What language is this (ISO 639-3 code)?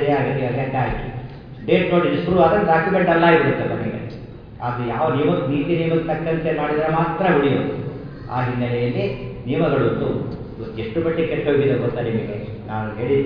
kan